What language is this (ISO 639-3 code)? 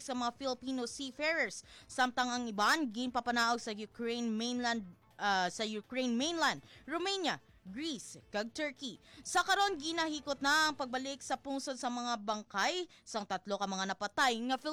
hil